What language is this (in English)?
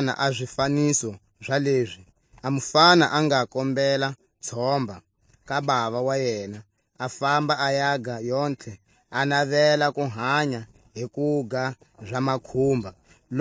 Tswa